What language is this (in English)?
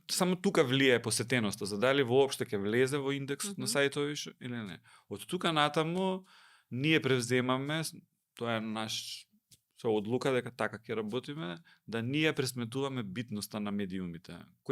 Macedonian